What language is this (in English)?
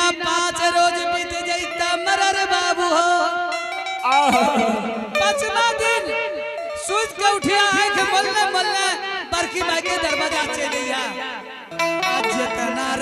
Angika